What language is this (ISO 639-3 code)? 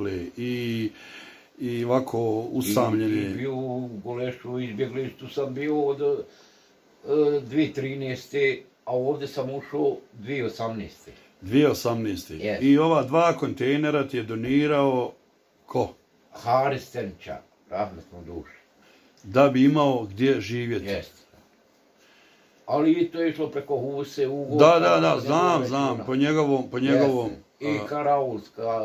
bos